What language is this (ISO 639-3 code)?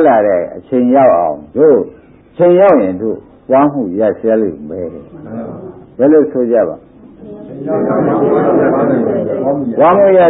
mya